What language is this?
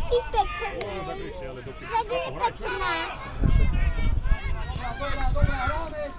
Slovak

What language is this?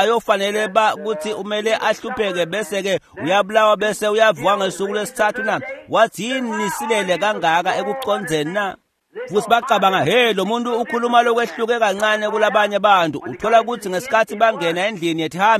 Swati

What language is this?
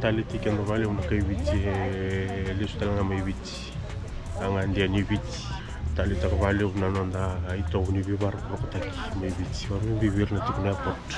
Fijian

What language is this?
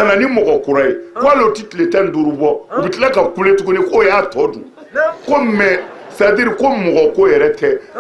Bambara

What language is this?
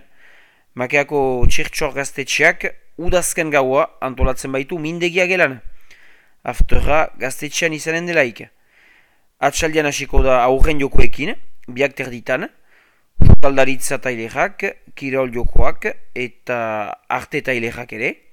Basque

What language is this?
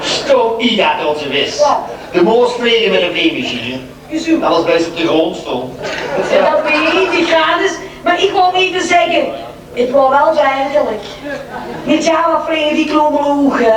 Limburgish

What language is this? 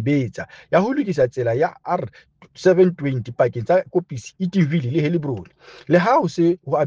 Southern Sotho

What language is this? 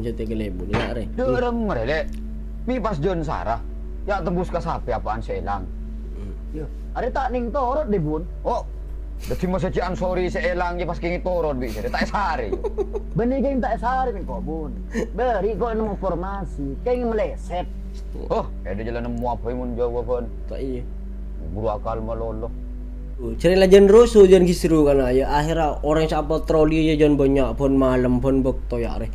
Madurese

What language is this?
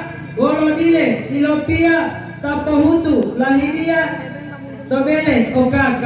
Gorontalo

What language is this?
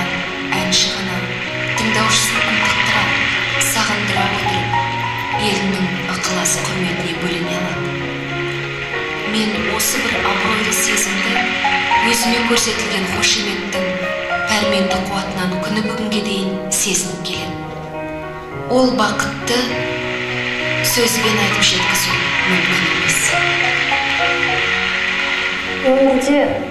Kazakh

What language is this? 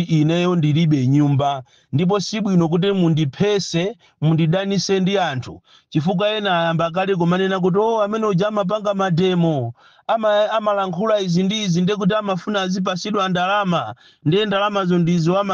Nyanja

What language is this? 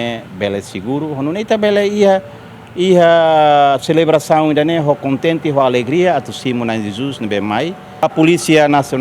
Tetum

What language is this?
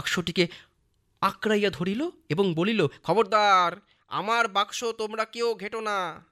Bangla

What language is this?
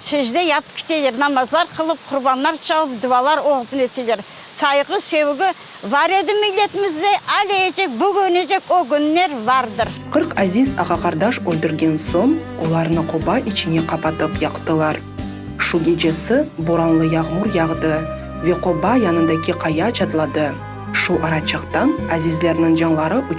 Crimean Tatar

